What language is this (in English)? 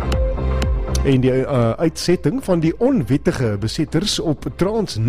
Afrikaans